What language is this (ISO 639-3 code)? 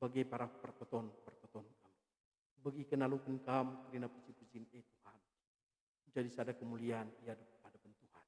btx